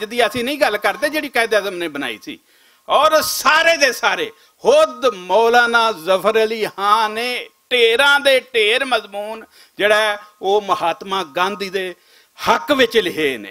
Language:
Western Panjabi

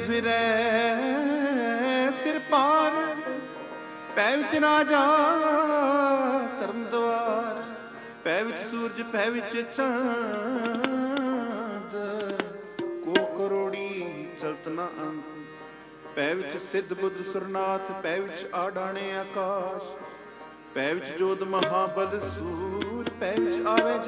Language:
Punjabi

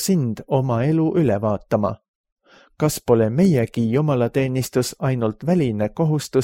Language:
Estonian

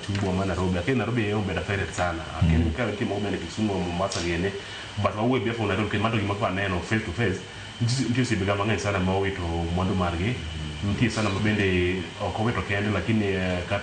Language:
Luo (Kenya and Tanzania)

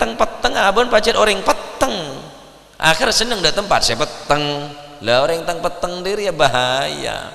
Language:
Madurese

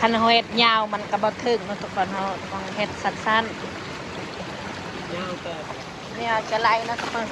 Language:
Northeastern Thai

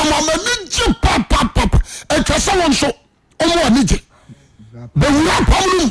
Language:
Akan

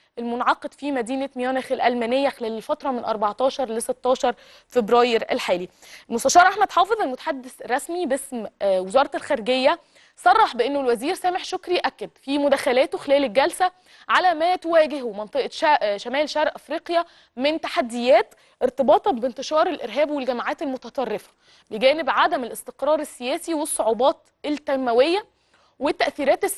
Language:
Arabic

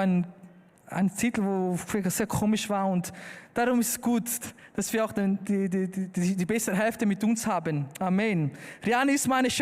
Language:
Swiss German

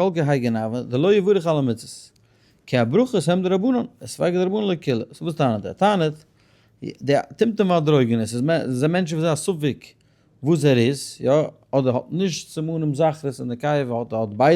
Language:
Yiddish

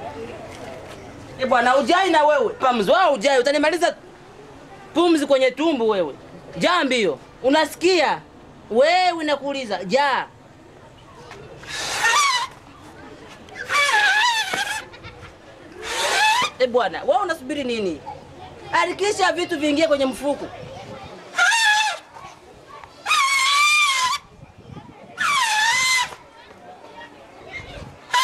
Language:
Swahili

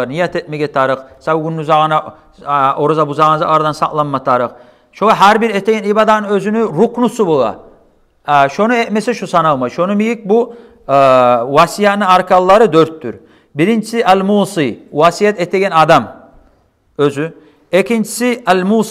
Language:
Kumyk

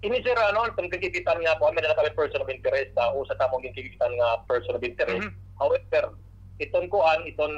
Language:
Waray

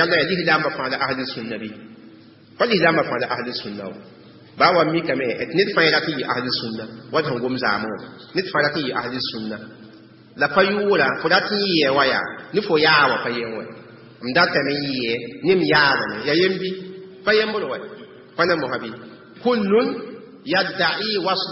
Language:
Mossi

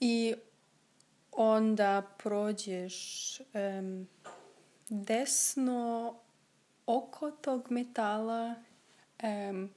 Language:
Serbian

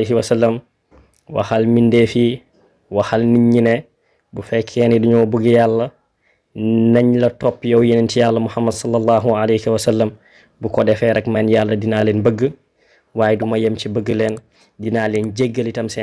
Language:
Wolof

